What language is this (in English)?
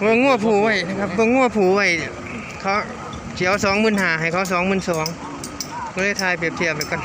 Northeastern Thai